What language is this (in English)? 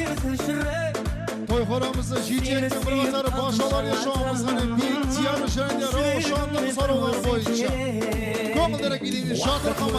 Kara-Kalpak